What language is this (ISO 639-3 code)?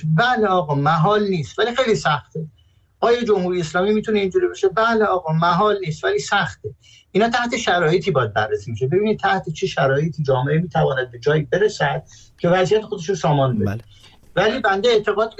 fas